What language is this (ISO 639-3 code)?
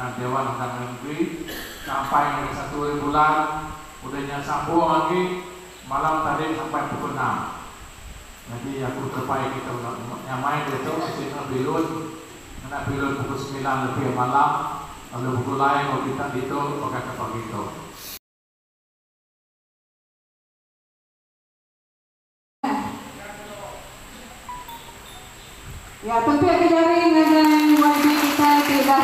msa